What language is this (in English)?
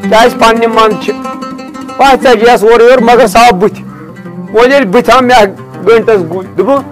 Kashmiri